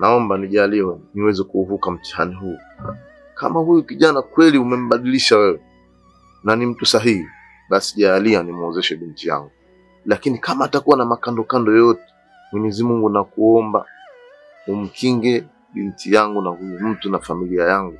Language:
Swahili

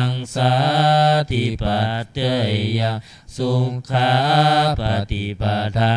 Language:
Pali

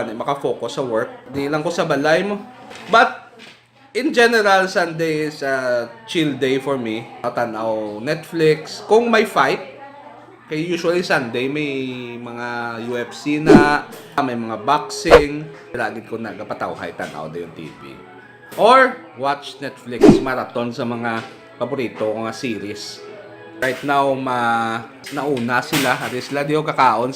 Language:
Hiligaynon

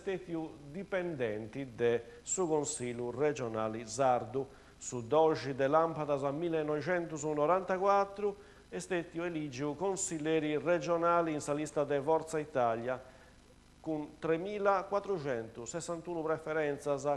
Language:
Sardinian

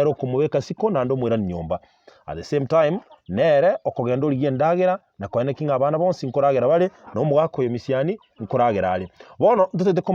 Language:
Gusii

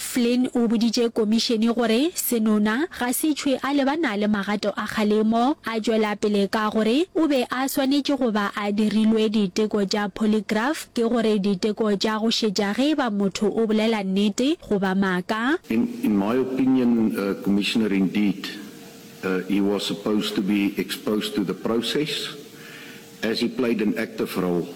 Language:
Northern Sotho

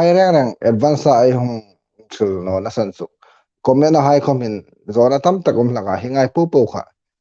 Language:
Hmar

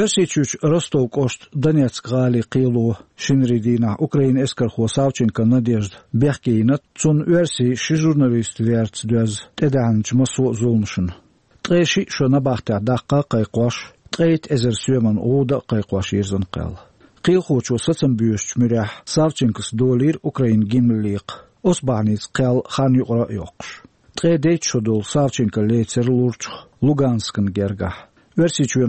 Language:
Chechen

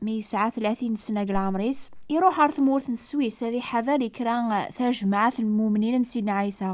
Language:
Kabyle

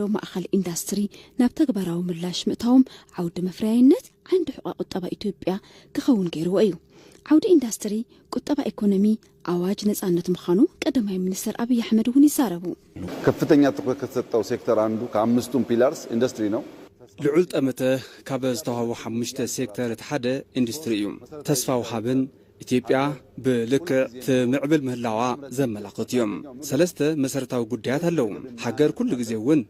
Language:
Tigrinya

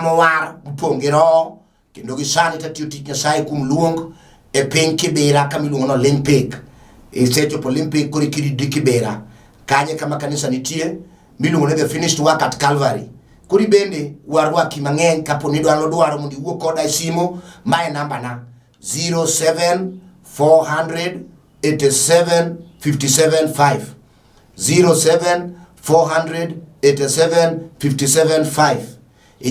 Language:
Luo (Kenya and Tanzania)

